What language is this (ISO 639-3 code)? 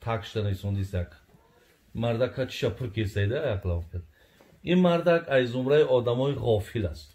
tgk